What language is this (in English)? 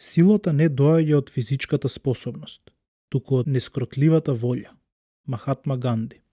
Macedonian